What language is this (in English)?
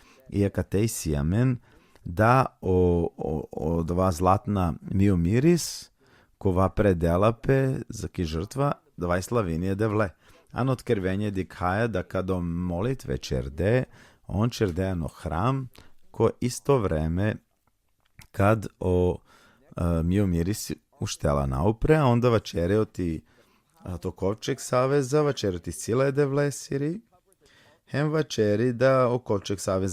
Balkan Romani